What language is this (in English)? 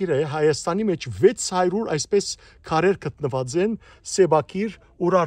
Western Armenian